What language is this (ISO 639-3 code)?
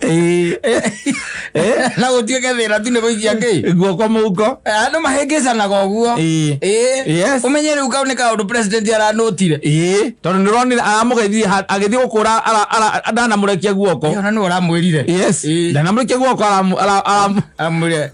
kik